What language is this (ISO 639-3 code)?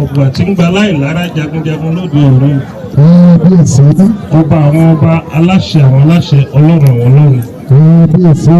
yor